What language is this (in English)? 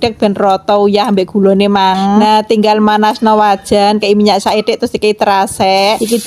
Javanese